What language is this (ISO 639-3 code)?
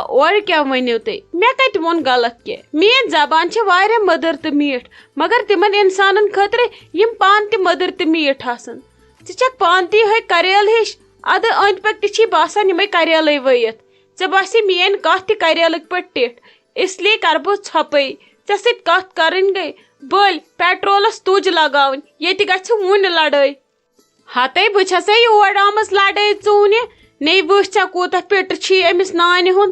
kas